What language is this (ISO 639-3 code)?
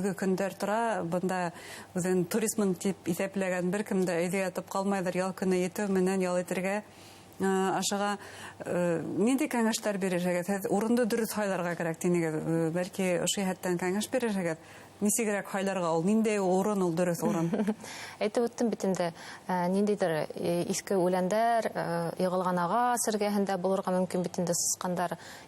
bak